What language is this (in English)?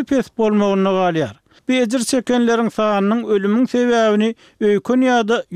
Turkmen